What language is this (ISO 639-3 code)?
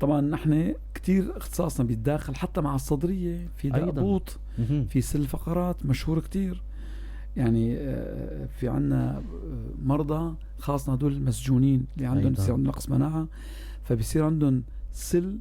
apc